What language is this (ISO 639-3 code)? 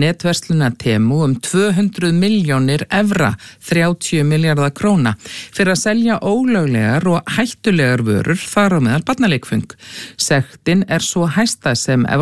isl